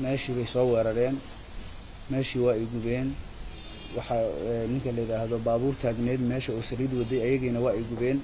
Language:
Somali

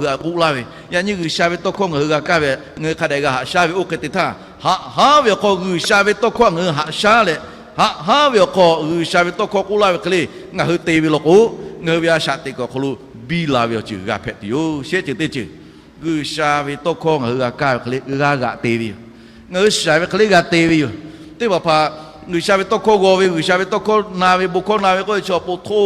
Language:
Lahu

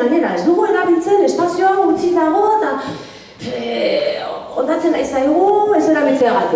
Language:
Basque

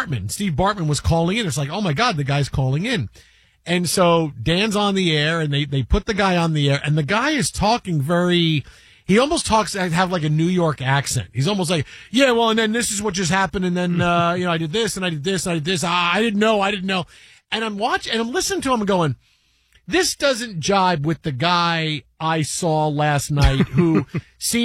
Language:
English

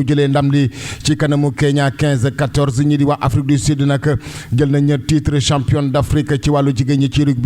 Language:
Wolof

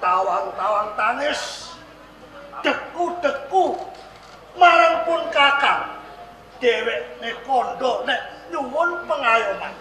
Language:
Javanese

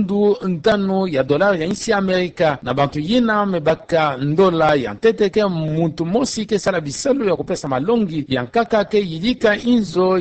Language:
Kituba (Democratic Republic of Congo)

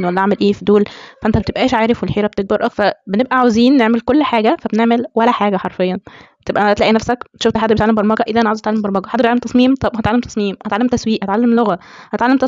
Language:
Egyptian Arabic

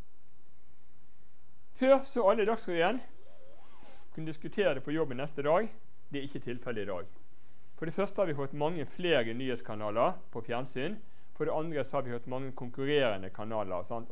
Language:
Norwegian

